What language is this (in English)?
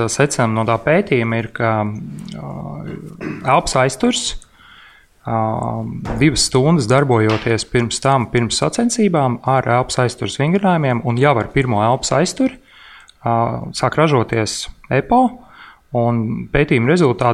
Latvian